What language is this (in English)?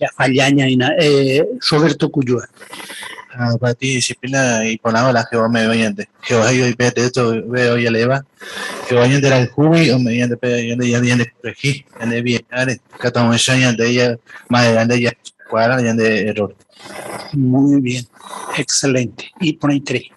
Guarani